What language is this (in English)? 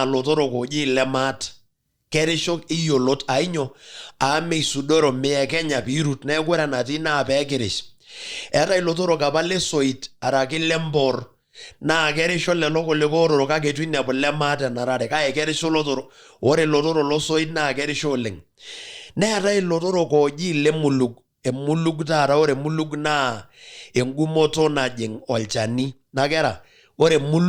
Masai